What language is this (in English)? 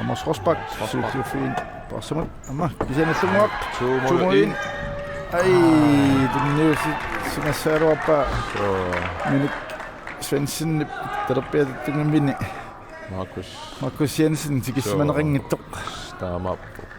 Kalaallisut